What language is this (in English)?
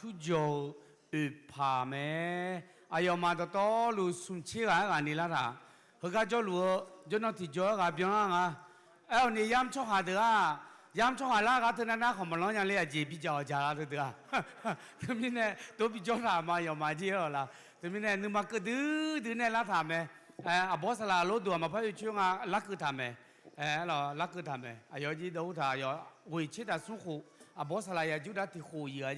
Akha